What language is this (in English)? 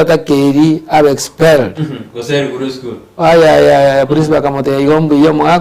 Gusii